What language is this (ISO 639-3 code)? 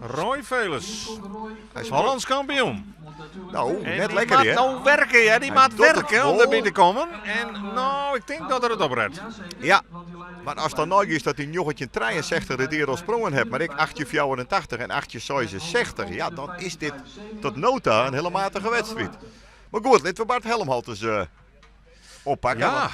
fry